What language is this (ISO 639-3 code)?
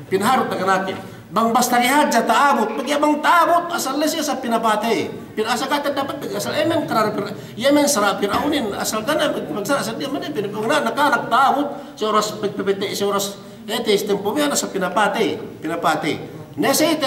yka